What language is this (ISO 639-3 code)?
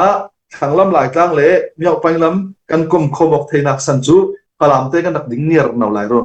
cfm